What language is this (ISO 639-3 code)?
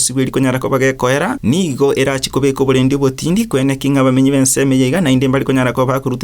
guz